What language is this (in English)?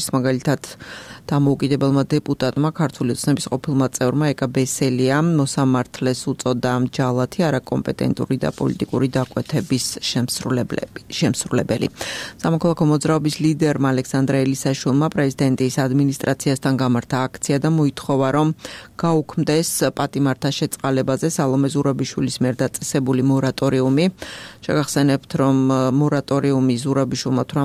Georgian